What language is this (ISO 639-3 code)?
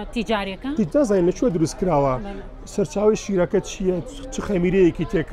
ckb